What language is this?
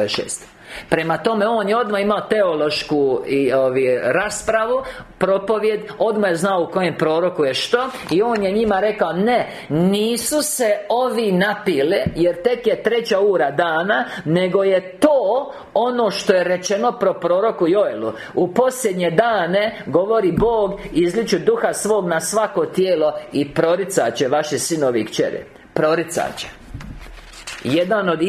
Croatian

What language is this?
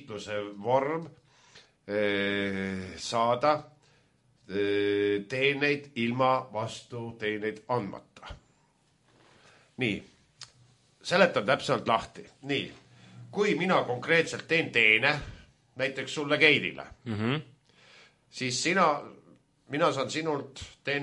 Estonian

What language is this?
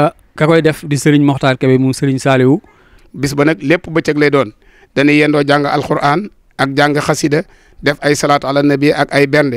Wolof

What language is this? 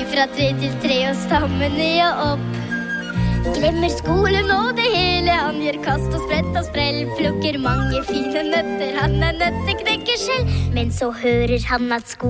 Norwegian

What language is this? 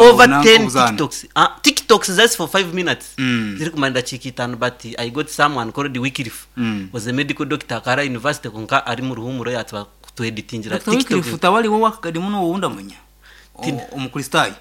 Nyankole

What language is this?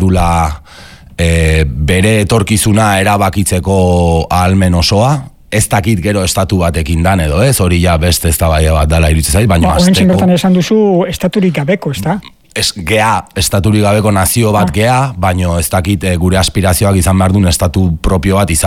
Basque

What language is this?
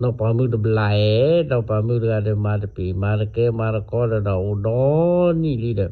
S'gaw Karen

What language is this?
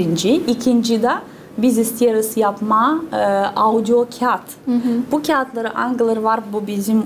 Gagauz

